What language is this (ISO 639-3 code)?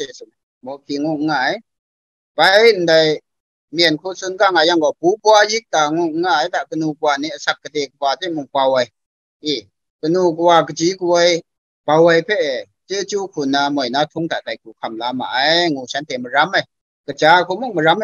kac